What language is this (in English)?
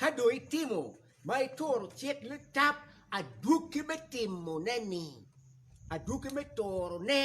Acoli